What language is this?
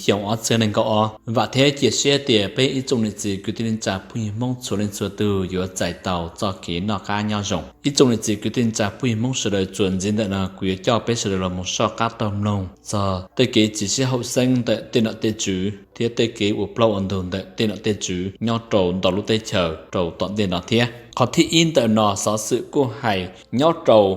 Hmong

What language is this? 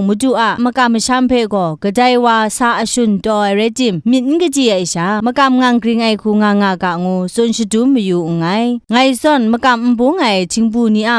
Kachin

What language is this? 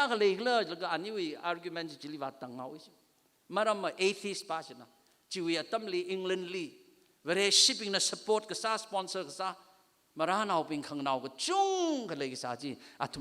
Tangkhul Naga (India)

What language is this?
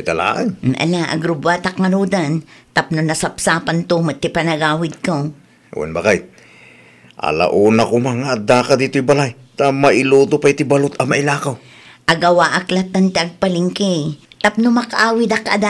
Iloko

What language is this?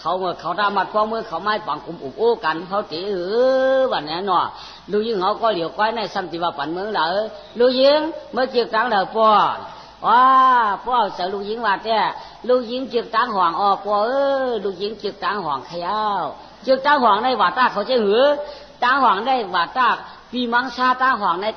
Shan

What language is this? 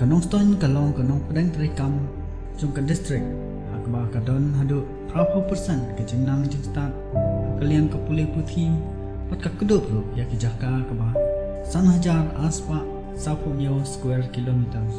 Khasi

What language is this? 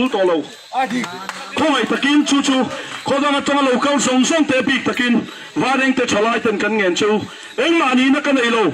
Mizo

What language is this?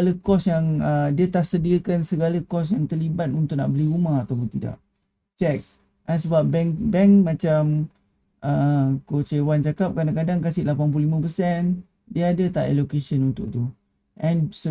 Malay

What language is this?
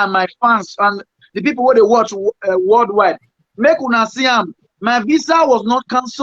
Nigerian Pidgin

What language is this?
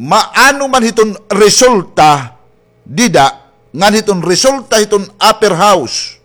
Waray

